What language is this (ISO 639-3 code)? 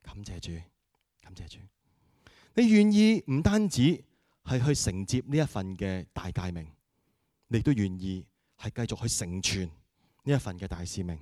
yue